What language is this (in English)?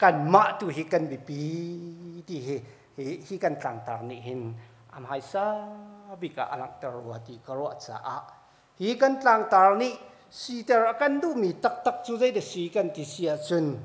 Hakha Chin